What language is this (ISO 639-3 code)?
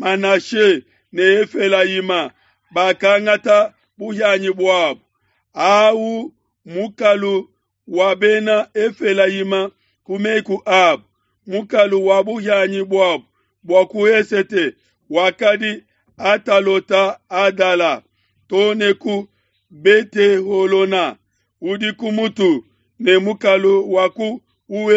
lua